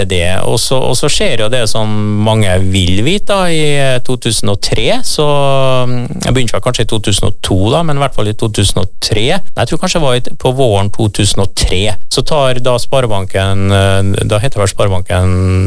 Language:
Norwegian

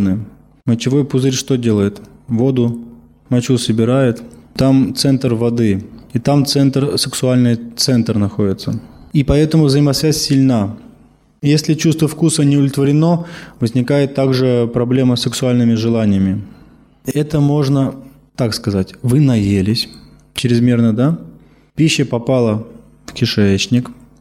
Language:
Russian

